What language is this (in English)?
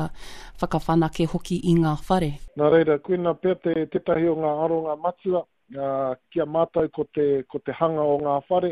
Māori